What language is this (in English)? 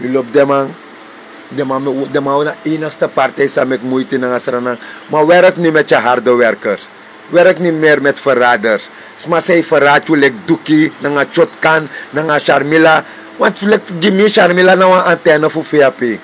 Sranan Tongo